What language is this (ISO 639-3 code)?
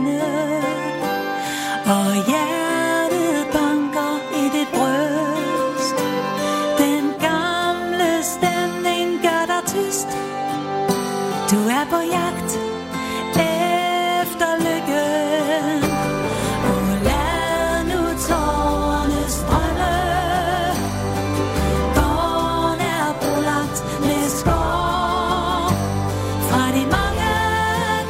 dan